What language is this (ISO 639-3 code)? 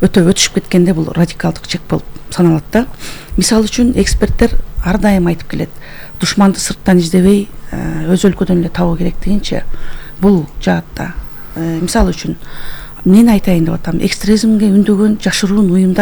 kir